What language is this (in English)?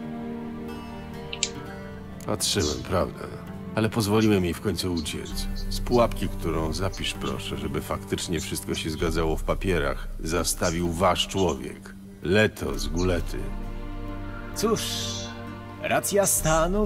Polish